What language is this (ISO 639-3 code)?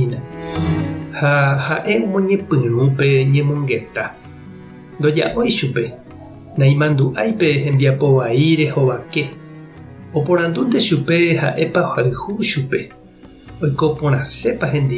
grn